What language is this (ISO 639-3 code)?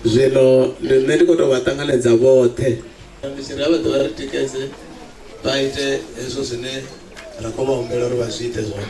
ven